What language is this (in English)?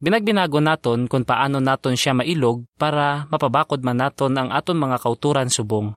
Hiligaynon